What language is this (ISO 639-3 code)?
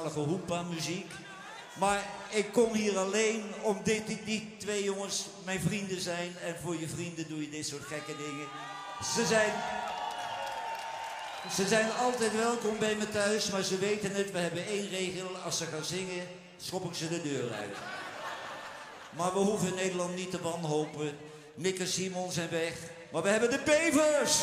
nld